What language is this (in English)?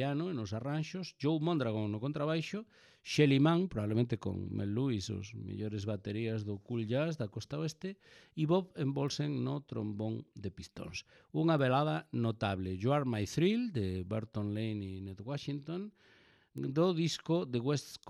Galician